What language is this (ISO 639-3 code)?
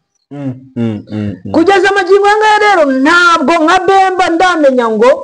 kin